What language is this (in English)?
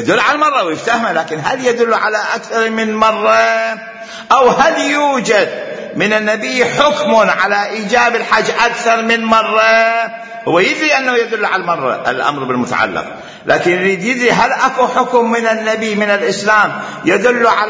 Mesopotamian Arabic